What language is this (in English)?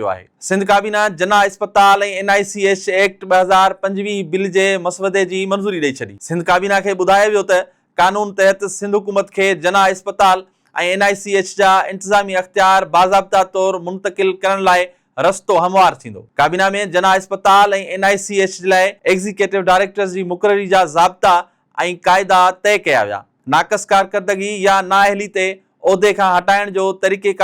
Sindhi